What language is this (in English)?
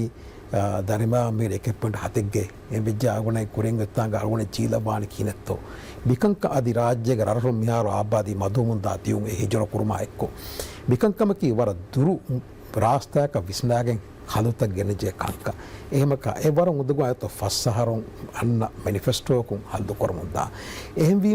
Divehi